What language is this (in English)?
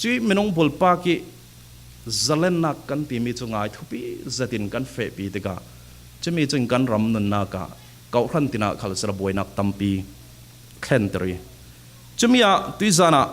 Falam Chin